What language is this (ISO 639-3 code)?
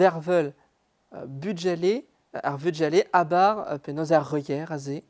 bre